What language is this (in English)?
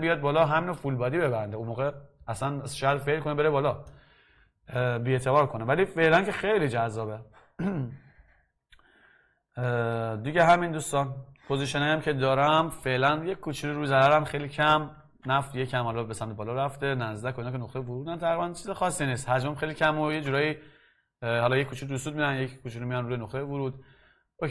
Persian